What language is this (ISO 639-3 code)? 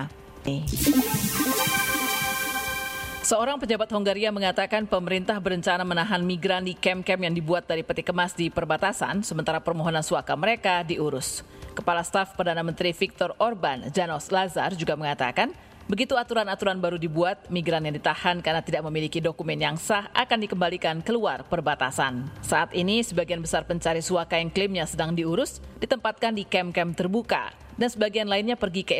ind